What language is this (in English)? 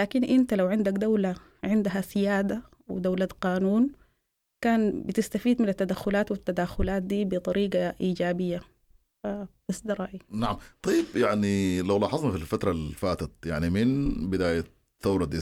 Sudanese Arabic